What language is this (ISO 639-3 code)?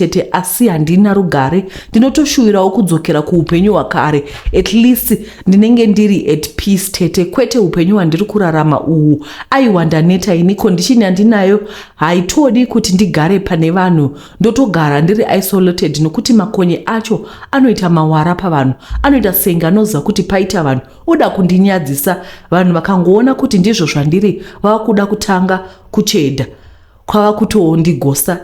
sna